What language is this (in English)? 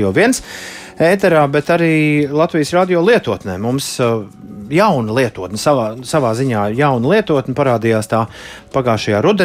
Latvian